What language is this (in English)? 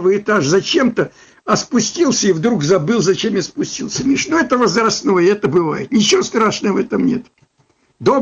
Russian